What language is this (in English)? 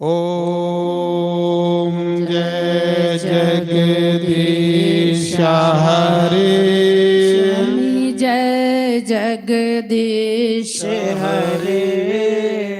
Dogri